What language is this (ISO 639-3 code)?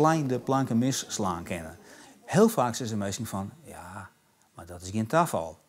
fry